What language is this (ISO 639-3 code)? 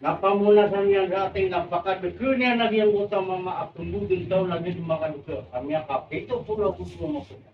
mrw